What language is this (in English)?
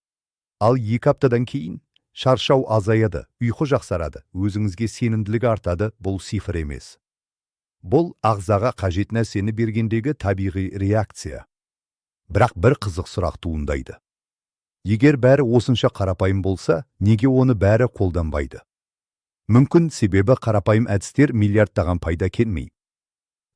Kazakh